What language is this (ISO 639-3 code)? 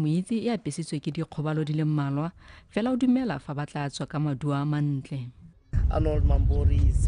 tsn